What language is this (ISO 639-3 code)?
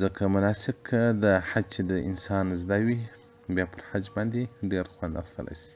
pus